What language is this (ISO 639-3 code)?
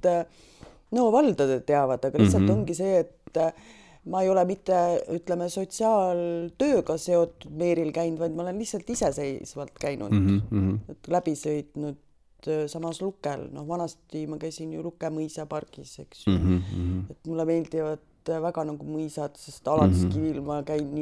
est